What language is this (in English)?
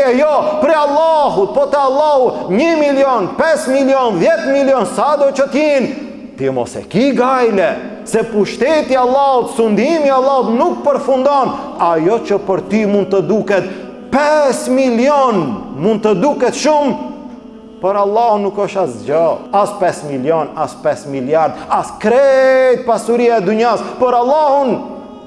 Albanian